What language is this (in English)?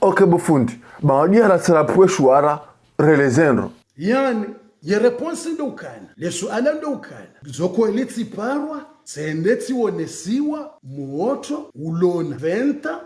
Ngazidja Comorian